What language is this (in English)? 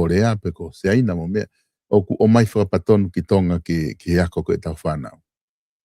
Tongan